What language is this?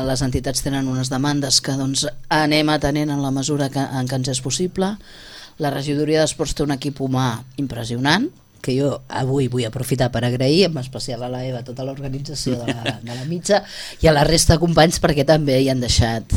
Catalan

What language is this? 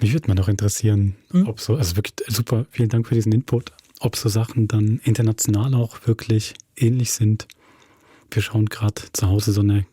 Swiss German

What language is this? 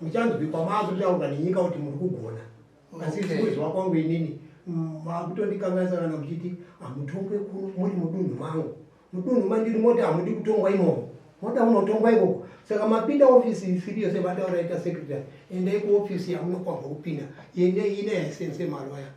Shona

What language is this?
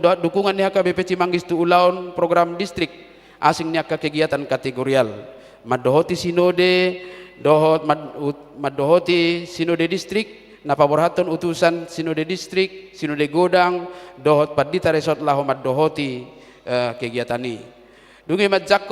Batak Toba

